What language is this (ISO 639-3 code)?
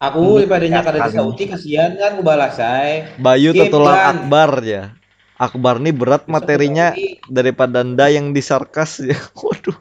bjn